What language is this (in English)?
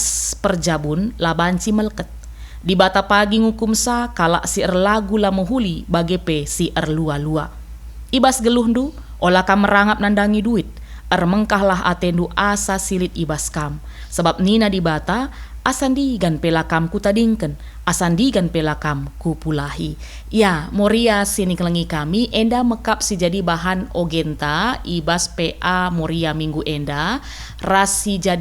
Batak Karo